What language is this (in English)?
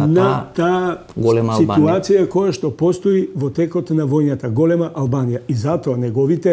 Macedonian